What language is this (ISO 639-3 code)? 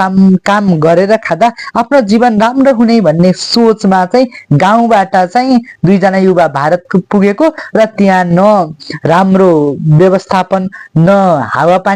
nep